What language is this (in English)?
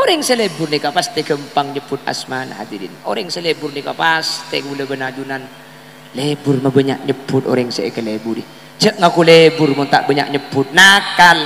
Madurese